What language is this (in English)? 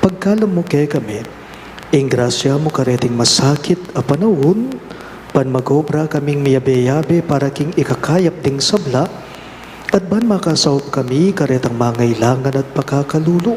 Pampanga